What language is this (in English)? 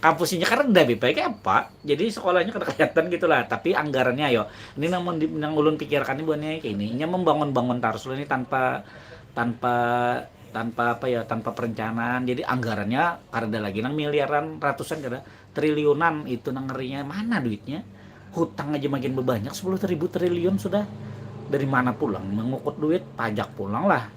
Banjar